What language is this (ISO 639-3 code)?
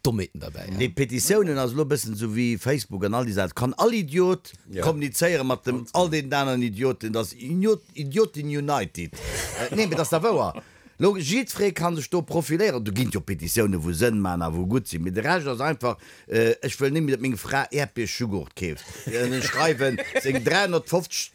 ltz